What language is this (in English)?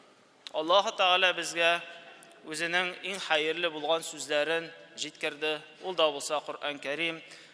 Tatar